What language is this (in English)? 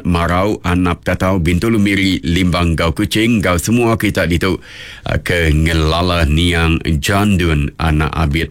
Iban